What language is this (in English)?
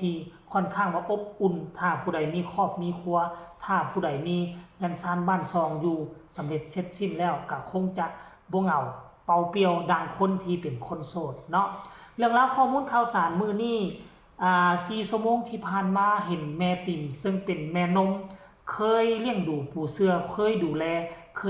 Lao